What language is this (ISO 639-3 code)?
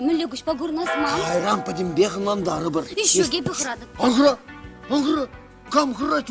chv